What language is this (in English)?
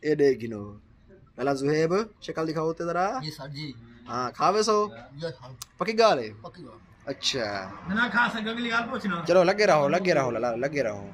Saraiki